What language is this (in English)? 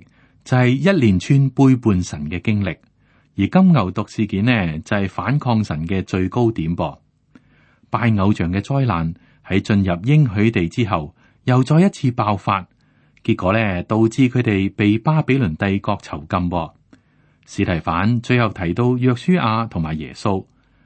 Cantonese